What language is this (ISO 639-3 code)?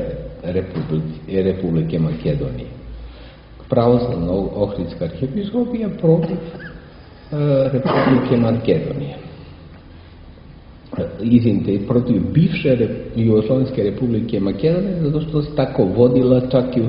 srp